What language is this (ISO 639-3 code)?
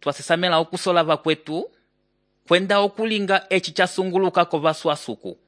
umb